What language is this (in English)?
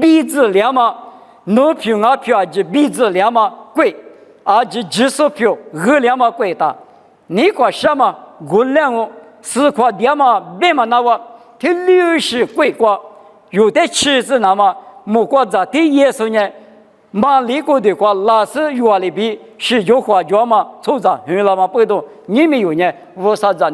Lisu